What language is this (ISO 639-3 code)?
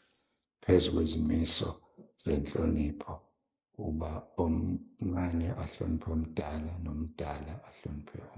zul